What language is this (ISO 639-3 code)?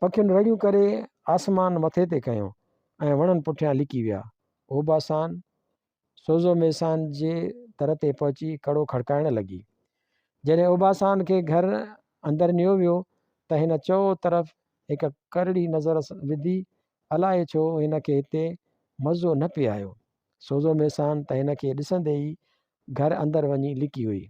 snd